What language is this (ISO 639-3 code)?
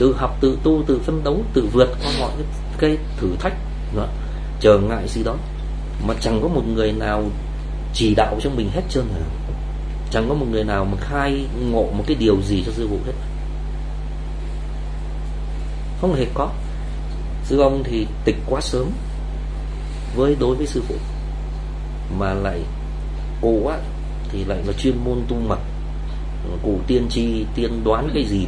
vie